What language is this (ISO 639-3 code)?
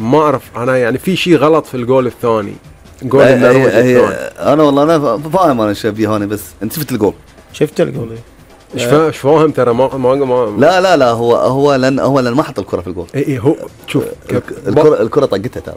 afb